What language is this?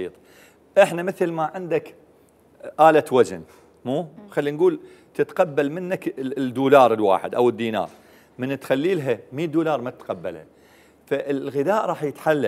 Mesopotamian Arabic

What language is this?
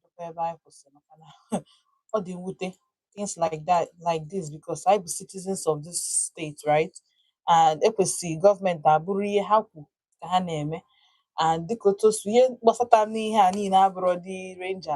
Igbo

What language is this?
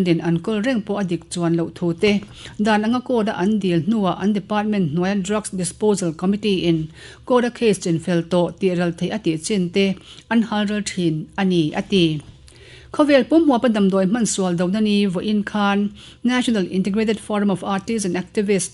Mizo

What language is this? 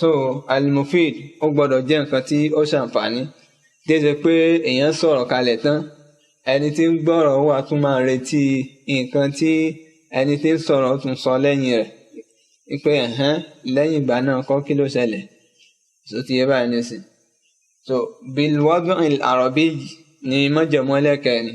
Yoruba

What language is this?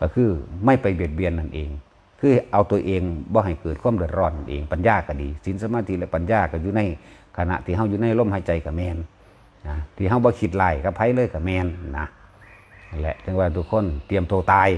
Northeastern Thai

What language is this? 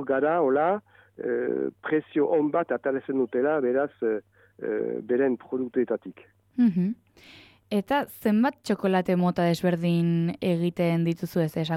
Basque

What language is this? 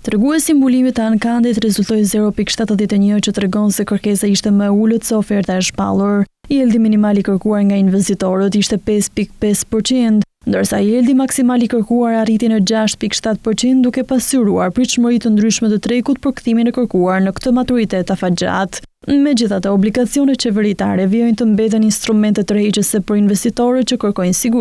Albanian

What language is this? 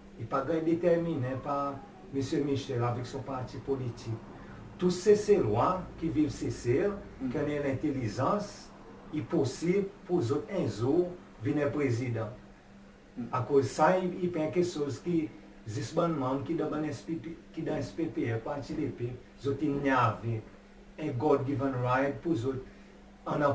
Seselwa Creole French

